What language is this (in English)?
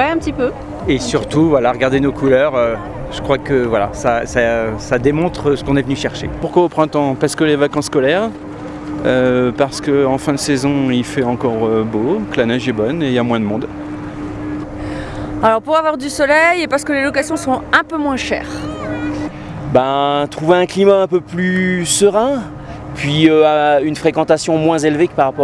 French